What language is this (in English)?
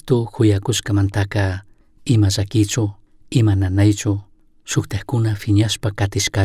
Chimborazo Highland Quichua